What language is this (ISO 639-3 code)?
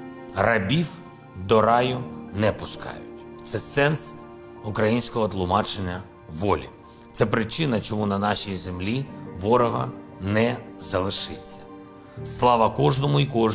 ukr